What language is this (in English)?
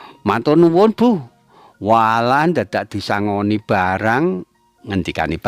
Javanese